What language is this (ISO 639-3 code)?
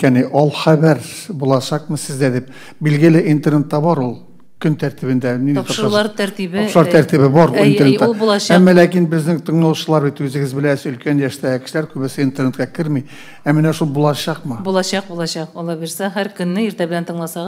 tat